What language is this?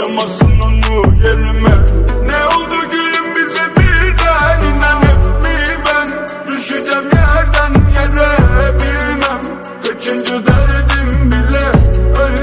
Turkish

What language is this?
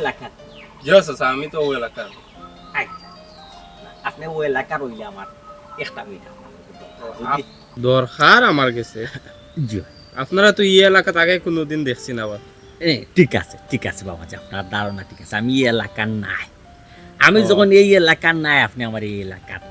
Sylheti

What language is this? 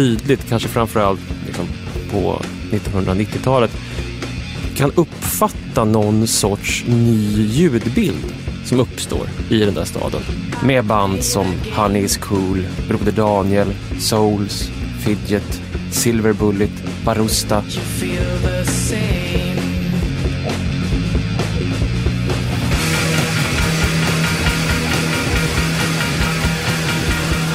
Swedish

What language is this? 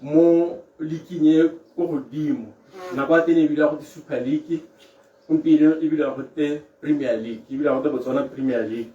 Tswana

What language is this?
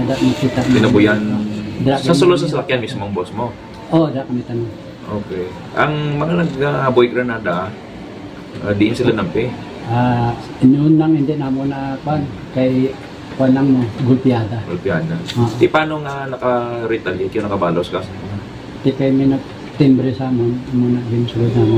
Hiligaynon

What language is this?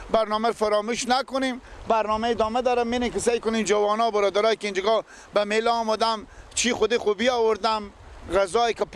Persian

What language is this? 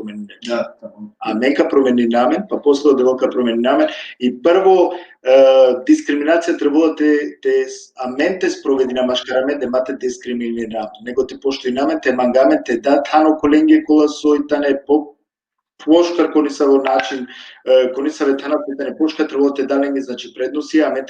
Balkan Romani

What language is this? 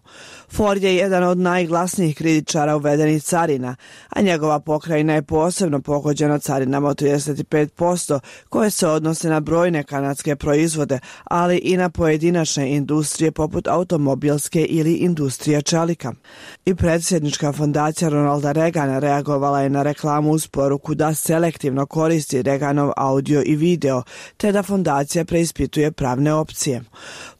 Bosnian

